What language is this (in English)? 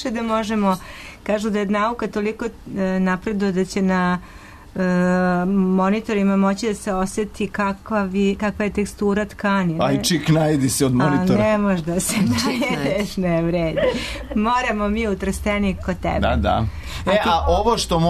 Serbian